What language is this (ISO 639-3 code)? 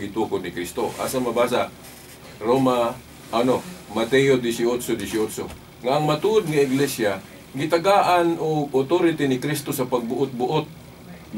ceb